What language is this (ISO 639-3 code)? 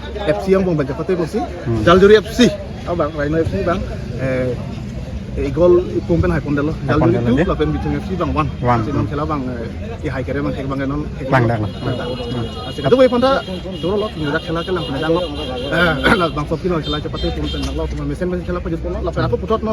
mjw